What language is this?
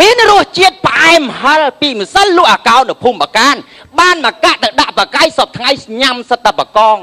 Khmer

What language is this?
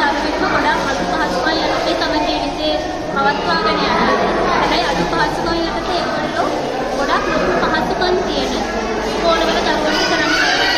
Sinhala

